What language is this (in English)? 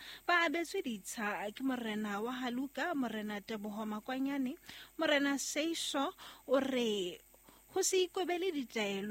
Southern Sotho